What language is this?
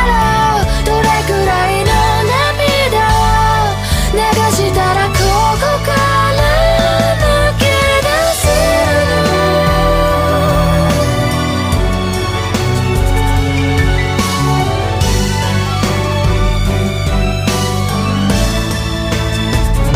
Japanese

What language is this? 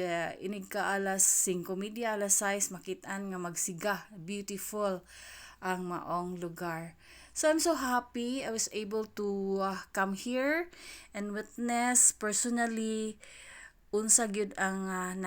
Cebuano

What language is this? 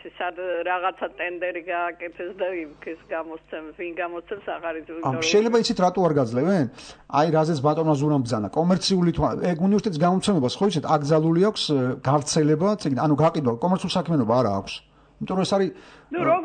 Georgian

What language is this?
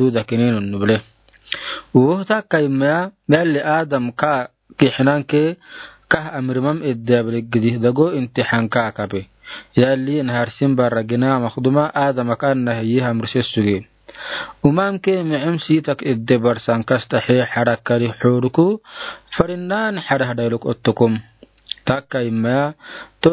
Afar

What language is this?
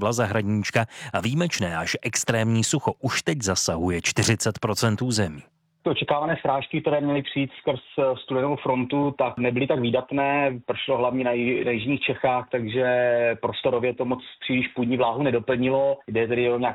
Czech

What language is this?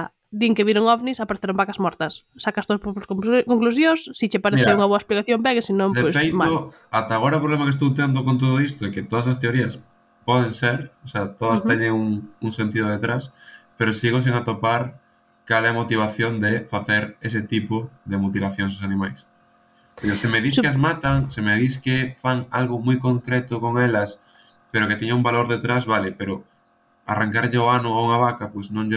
Galician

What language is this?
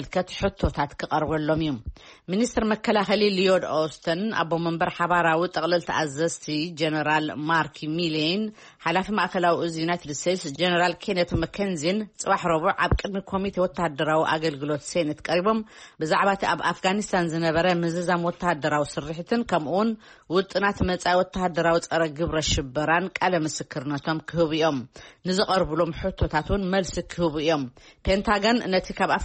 Tigrinya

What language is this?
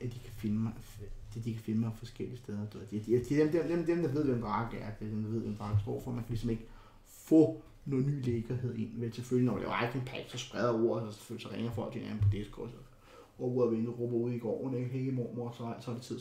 Danish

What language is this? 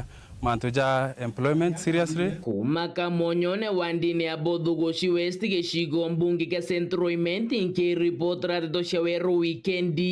Meru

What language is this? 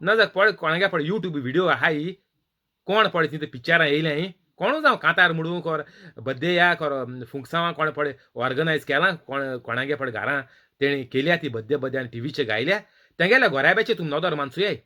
Konkani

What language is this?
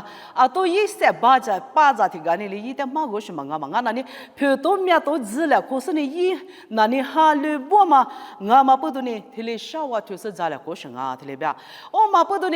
Lisu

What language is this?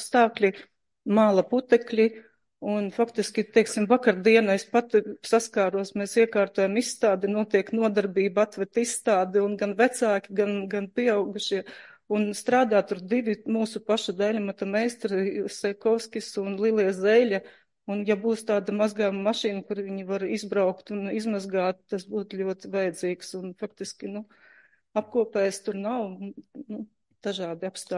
Latvian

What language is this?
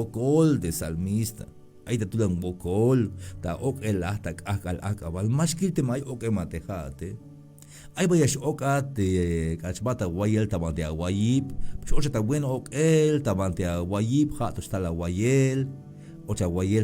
Tzeltal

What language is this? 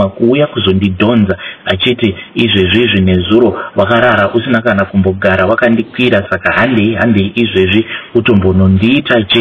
Shona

